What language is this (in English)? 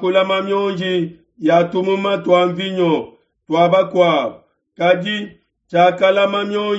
Luba-Lulua